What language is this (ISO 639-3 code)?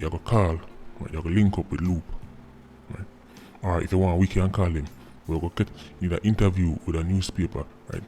jam